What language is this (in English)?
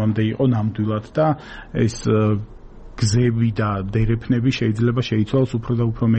Georgian